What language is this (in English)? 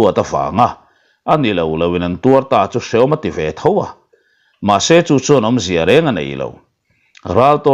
Mizo